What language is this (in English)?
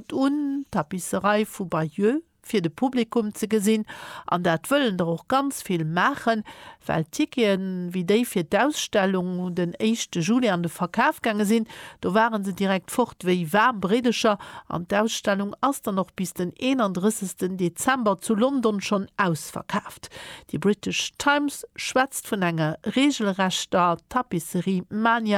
Luxembourgish